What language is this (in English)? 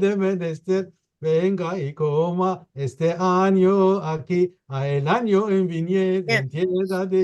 Ladino